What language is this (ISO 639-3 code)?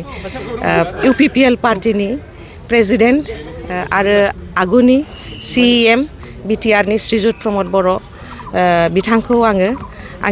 brx